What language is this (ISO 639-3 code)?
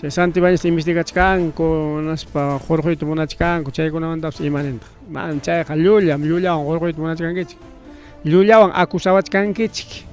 quy